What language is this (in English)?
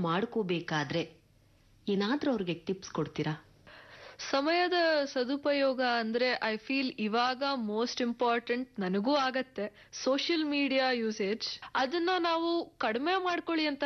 Kannada